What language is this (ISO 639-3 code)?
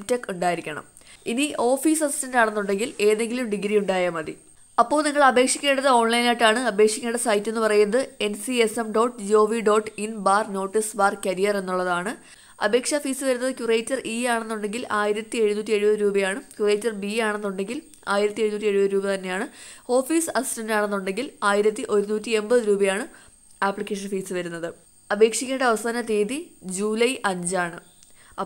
mal